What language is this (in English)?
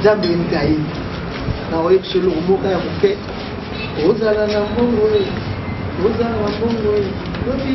Lingala